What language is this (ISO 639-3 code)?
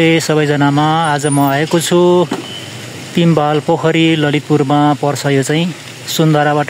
nep